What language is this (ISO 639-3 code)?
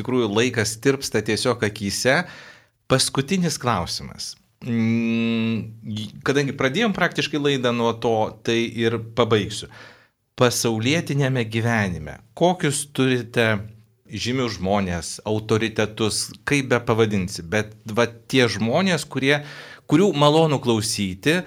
lit